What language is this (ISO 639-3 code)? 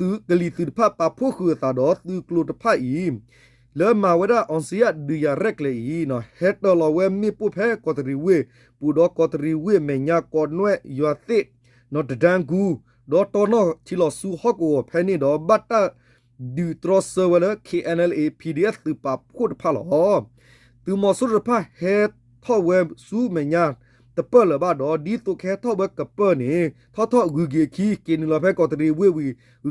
ksw